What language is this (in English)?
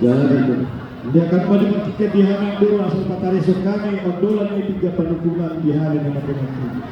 Batak Toba